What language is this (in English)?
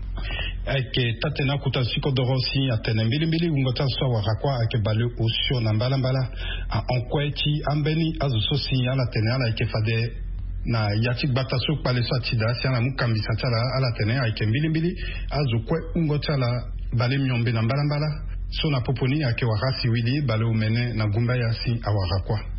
Sango